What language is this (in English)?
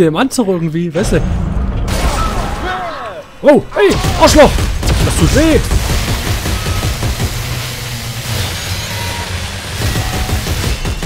German